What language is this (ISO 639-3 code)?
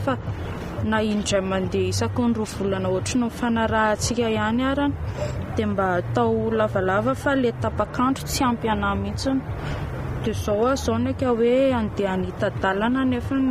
mlg